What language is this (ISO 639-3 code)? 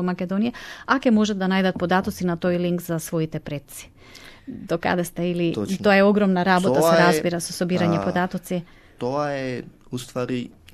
mkd